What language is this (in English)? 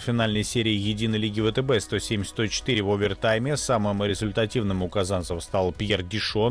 Russian